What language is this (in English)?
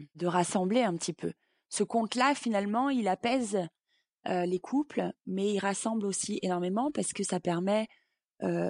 French